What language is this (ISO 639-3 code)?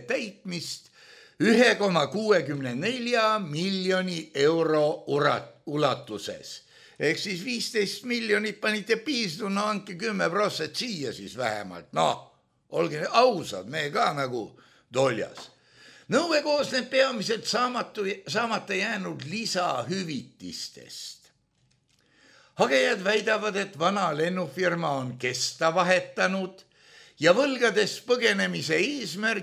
est